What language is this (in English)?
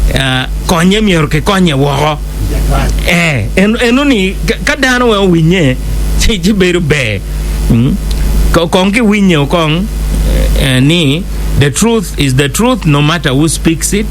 Acoli